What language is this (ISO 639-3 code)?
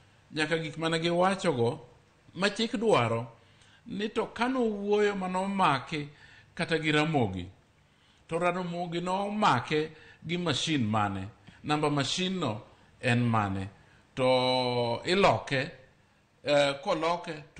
luo